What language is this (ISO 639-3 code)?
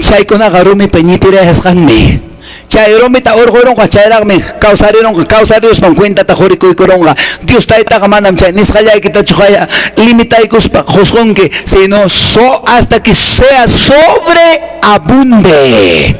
que